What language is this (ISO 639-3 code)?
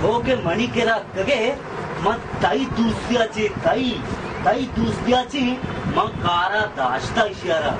bal